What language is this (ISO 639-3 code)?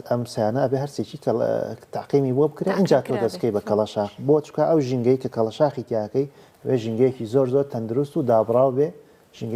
ckb